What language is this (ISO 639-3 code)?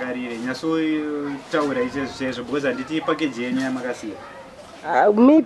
sna